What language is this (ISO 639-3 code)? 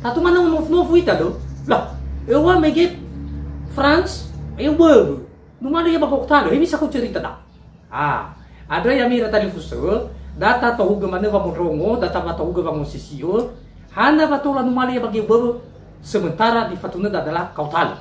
nia